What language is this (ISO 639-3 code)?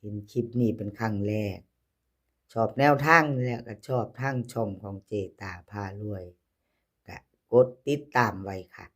lao